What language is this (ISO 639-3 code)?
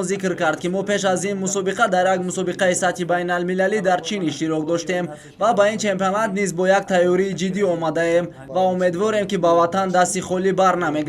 tgk